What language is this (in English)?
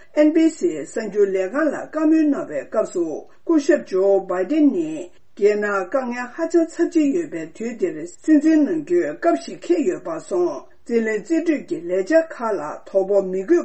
Tibetan